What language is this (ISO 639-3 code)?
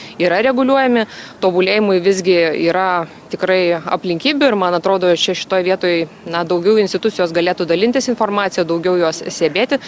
lit